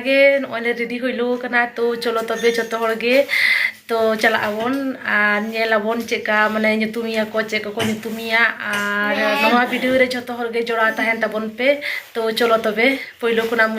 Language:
Santali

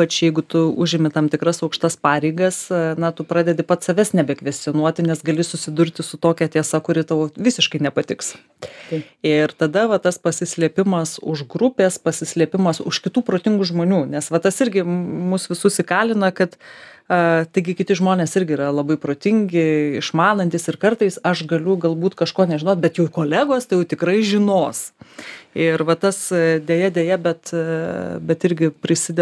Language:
Lithuanian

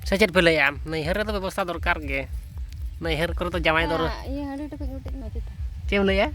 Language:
Santali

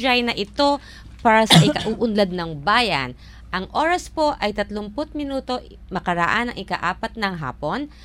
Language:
Filipino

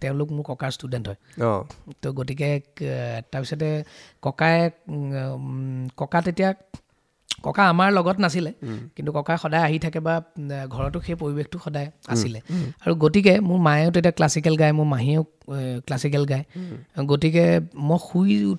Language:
Assamese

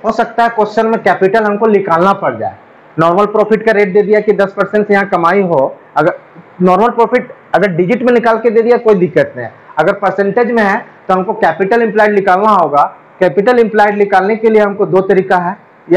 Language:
Hindi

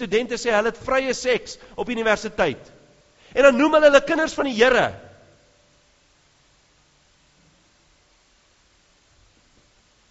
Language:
Afrikaans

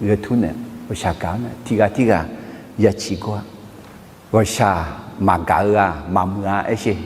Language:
Akha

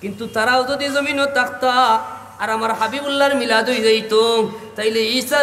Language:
Sylheti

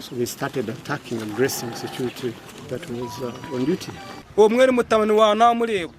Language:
Nyankole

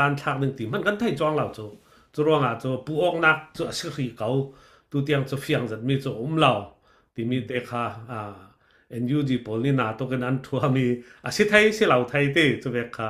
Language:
Falam Chin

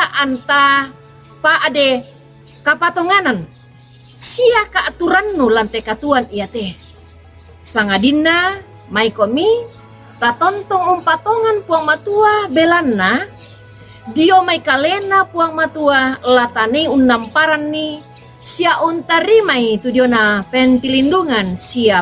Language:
Toraja-Sa'dan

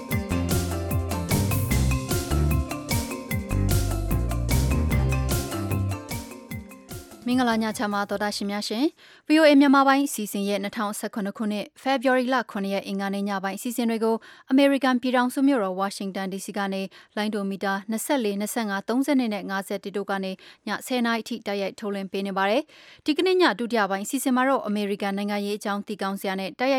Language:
Burmese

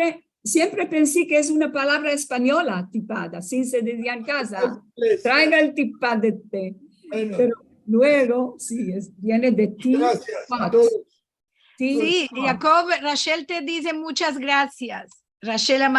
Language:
Ladino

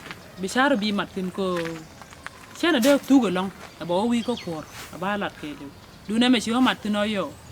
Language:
Nuer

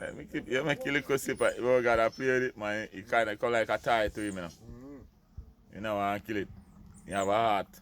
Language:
Jamaican Creole English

